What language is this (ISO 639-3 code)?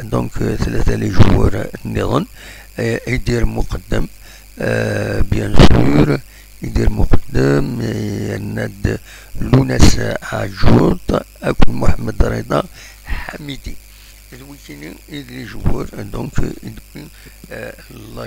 kab